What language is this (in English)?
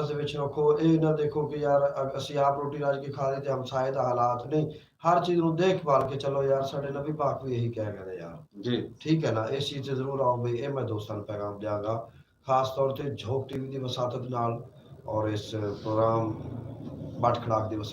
Saraiki